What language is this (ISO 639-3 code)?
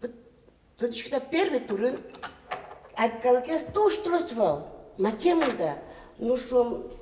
udm